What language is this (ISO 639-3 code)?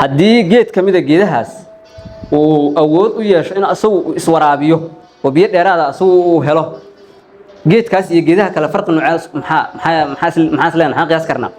som